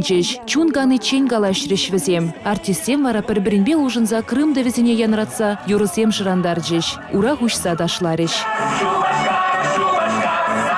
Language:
Chuvash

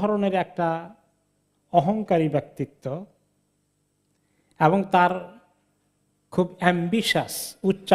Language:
Bangla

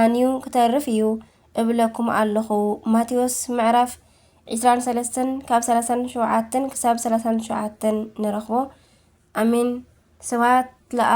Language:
Tigrinya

